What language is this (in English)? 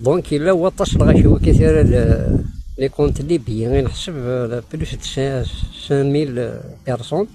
Kabyle